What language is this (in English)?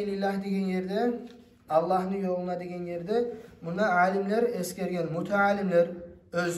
Kumyk